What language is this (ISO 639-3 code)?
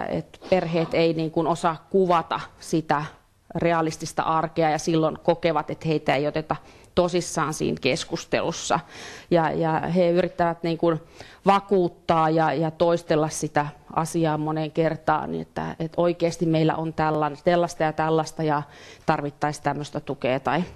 fin